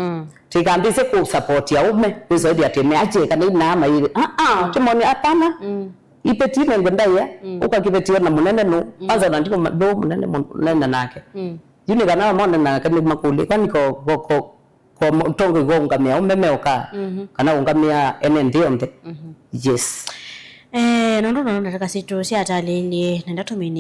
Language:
Kamba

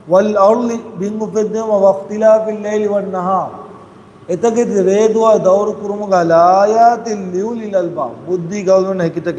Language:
Divehi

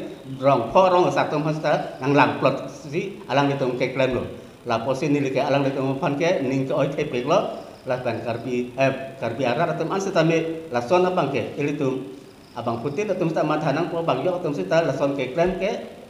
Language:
Karbi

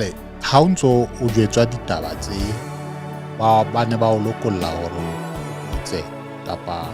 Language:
Southern Sotho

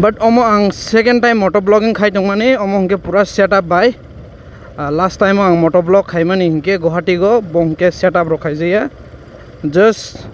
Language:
Kok Borok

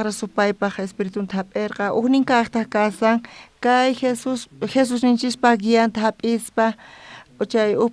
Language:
South Bolivian Quechua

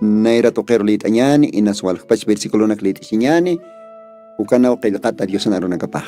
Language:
Aymara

